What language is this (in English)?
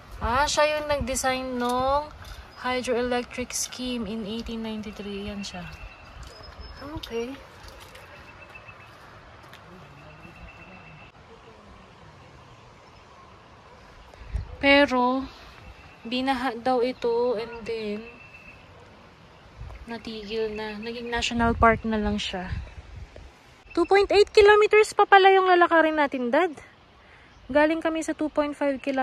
Filipino